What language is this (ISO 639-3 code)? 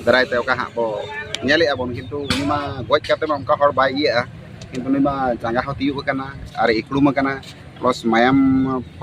sat